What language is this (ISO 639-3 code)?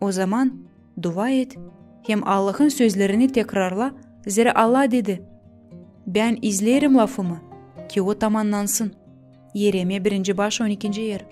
gag